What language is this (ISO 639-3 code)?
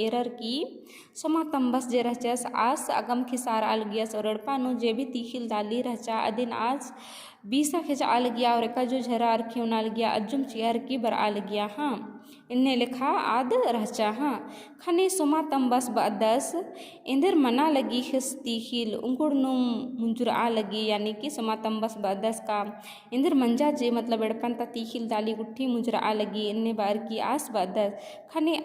kru